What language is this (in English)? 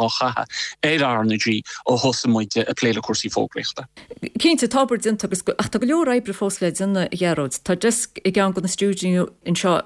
Irish